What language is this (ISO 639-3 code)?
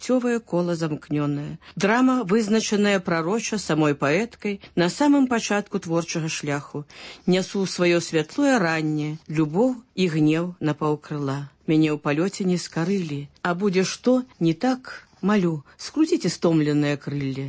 bel